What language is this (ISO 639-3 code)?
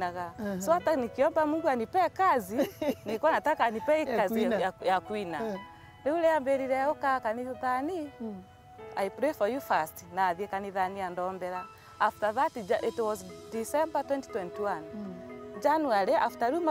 mer